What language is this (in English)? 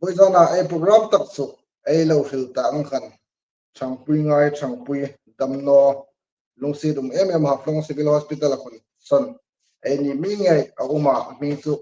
Hmar